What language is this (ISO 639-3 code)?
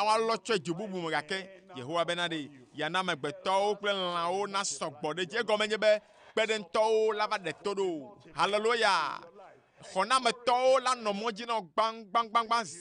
ewe